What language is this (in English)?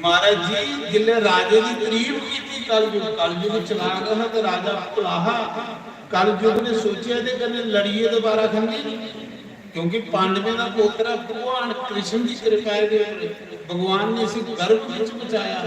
Dogri